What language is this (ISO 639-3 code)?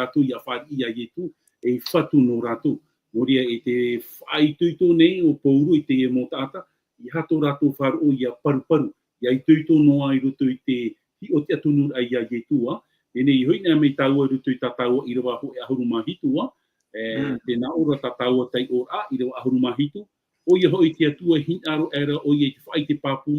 tah